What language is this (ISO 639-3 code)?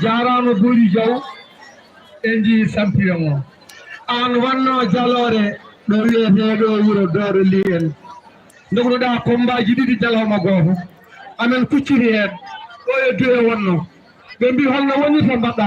ful